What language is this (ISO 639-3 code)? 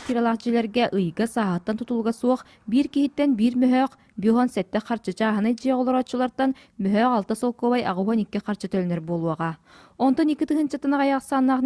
sah